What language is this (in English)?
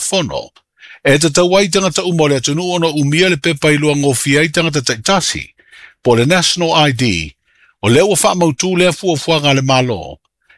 Samoan